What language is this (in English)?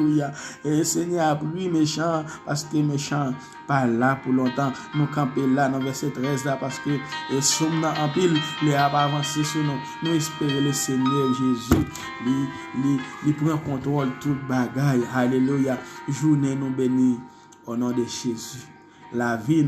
Haitian Creole